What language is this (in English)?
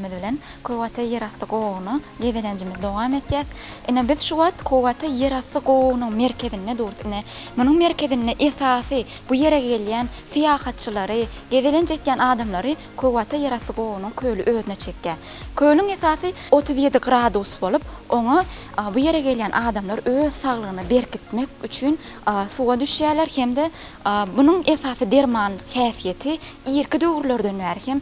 Turkmen